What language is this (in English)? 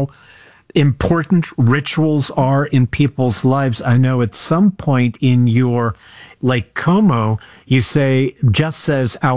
English